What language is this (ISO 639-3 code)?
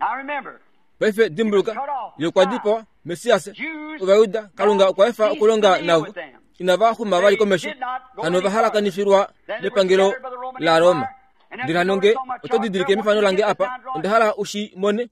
kua